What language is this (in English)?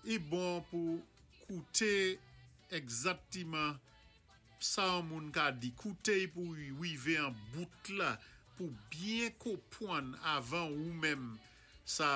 Saint Lucian Creole French